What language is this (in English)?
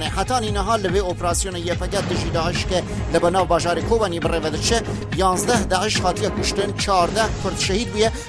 Kurdish